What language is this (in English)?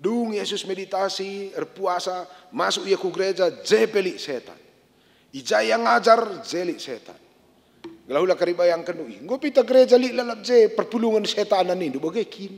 Batak Karo